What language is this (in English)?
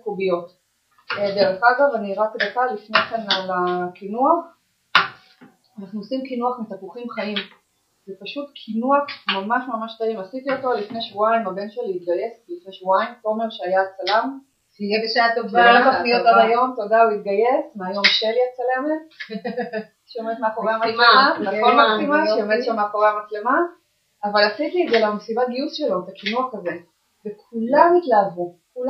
Hebrew